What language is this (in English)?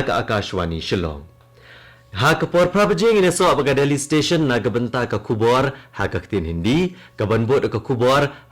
Khasi